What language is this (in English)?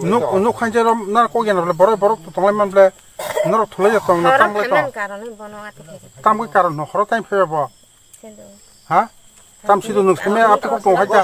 Kok Borok